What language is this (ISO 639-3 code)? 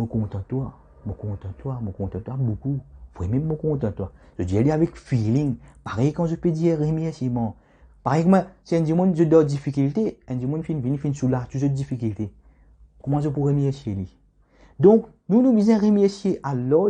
mfe